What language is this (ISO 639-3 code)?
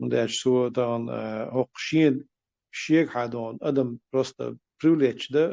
che